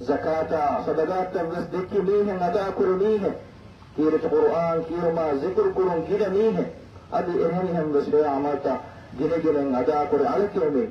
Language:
Divehi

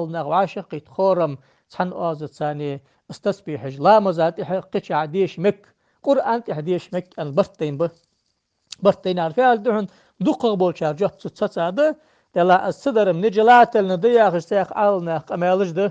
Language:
Ingush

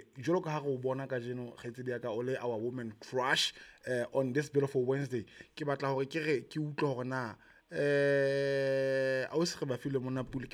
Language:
Southern Sotho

